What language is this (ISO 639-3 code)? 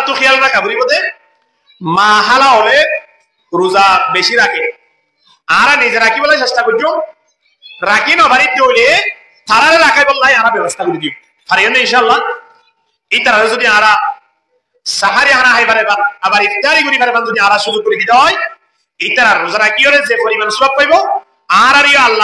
rhg